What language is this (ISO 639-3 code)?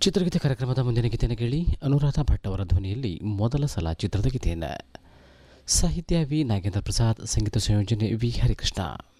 kan